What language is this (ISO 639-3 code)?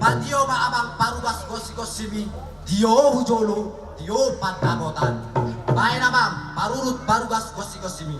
bbc